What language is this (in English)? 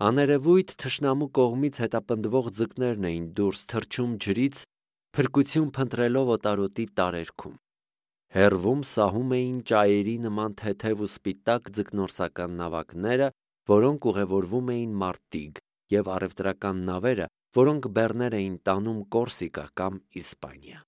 Armenian